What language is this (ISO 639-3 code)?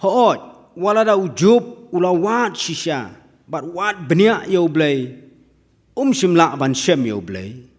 kha